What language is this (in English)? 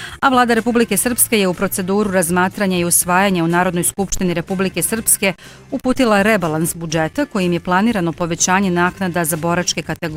Bosnian